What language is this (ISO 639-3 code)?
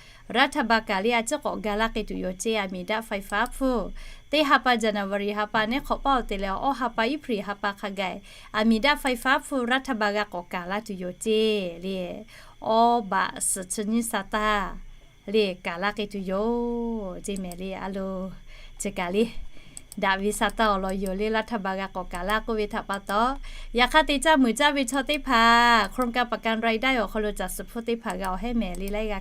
lhu